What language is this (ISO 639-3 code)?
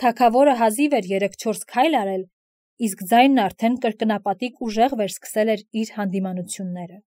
hye